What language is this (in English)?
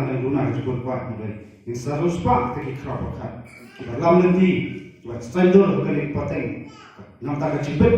Khasi